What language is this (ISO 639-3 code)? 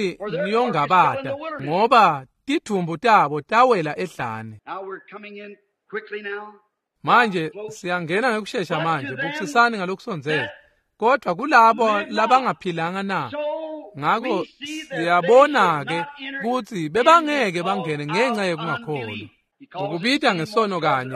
ssw